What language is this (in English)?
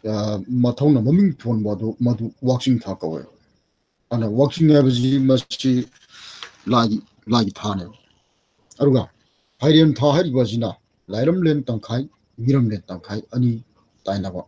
Manipuri